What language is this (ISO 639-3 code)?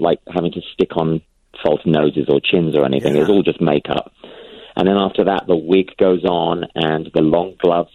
eng